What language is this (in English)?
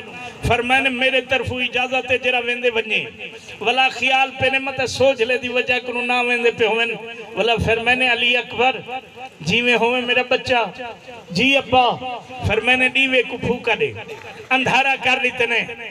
Saraiki